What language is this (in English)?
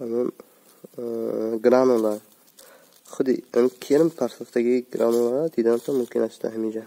Tajik